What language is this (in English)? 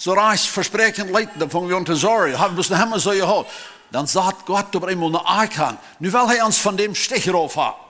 Plautdietsch